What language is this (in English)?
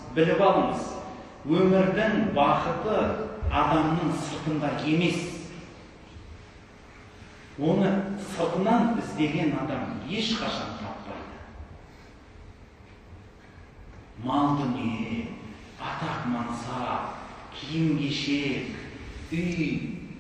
Kazakh